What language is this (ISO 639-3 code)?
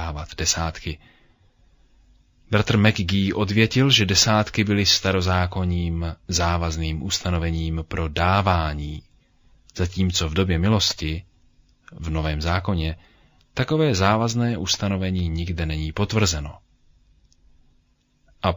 ces